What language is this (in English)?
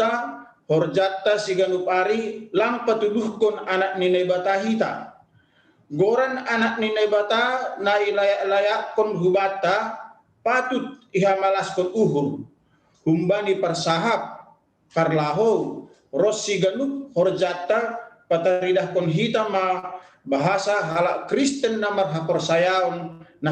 Batak Simalungun